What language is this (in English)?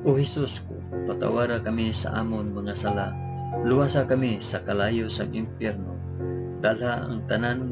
Hiligaynon